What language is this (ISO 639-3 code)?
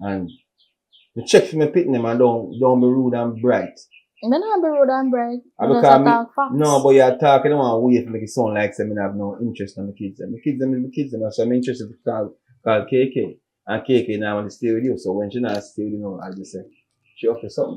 jam